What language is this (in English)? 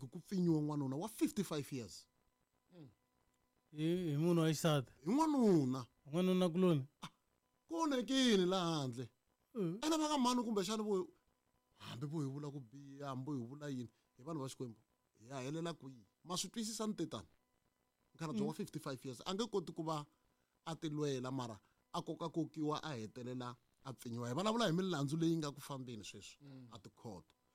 Tsonga